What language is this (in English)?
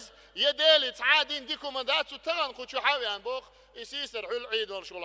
Chechen